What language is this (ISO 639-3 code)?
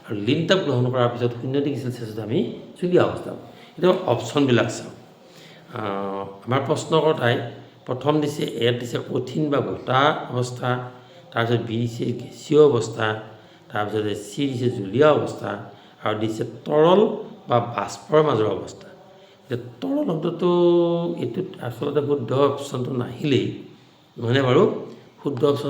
asm